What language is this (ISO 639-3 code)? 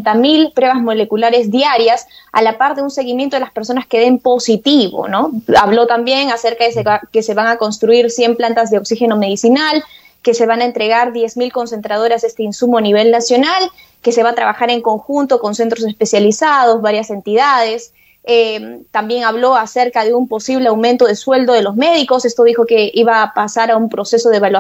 spa